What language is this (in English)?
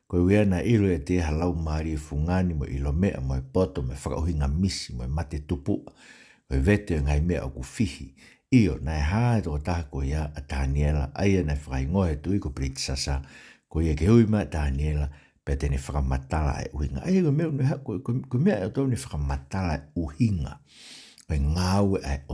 Tongan